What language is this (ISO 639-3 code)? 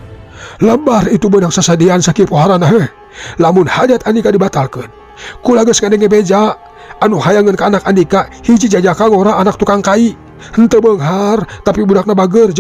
sun